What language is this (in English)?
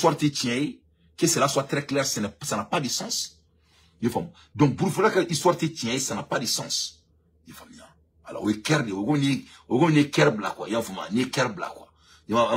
Bambara